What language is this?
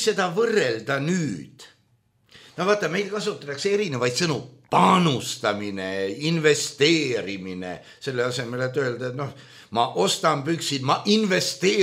Estonian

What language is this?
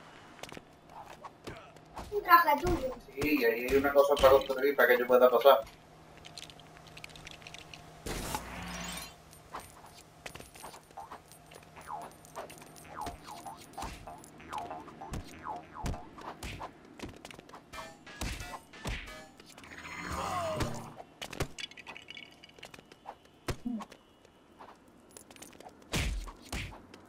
Spanish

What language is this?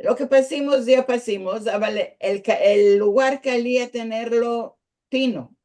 Ladino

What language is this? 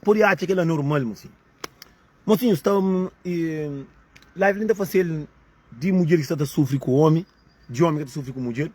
Kabuverdianu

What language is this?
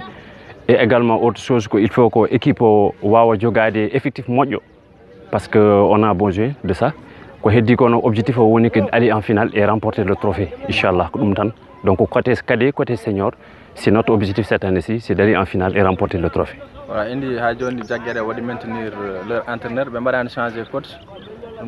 Fula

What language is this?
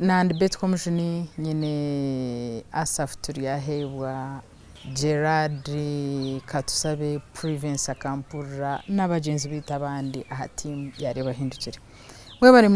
Nyankole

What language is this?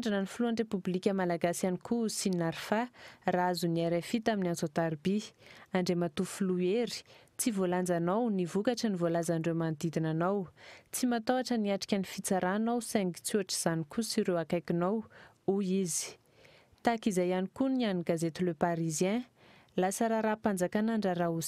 Malagasy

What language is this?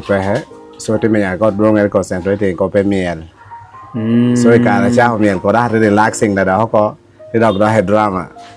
Acoli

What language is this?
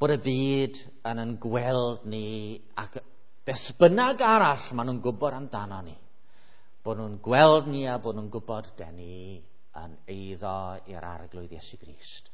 Welsh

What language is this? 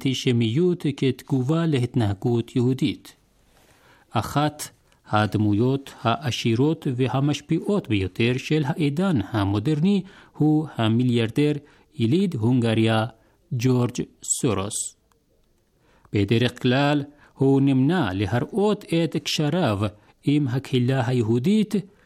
Hebrew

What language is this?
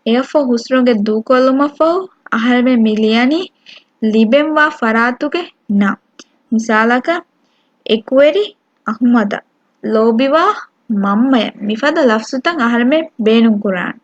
Divehi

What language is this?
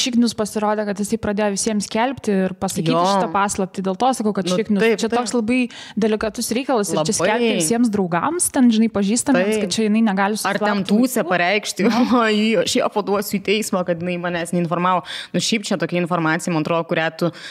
Lithuanian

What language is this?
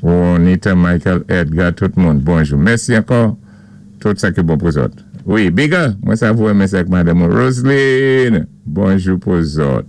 Saint Lucian Creole French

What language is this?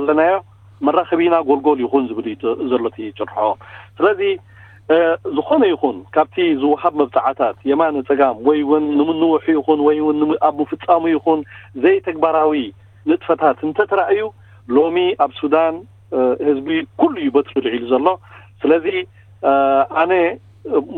Tigrinya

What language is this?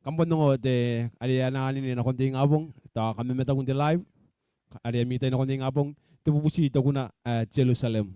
Gilbertese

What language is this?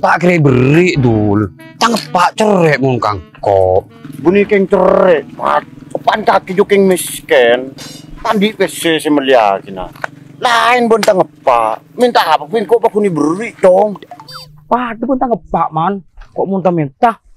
Madurese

